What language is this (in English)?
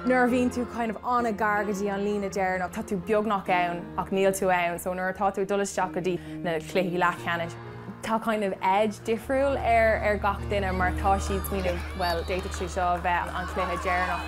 Irish